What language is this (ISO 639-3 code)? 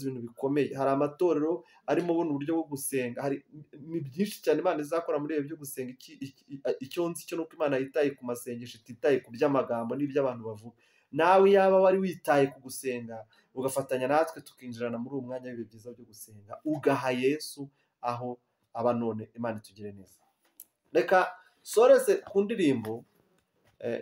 kin